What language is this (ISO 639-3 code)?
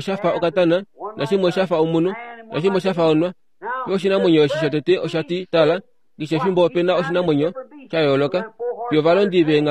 kua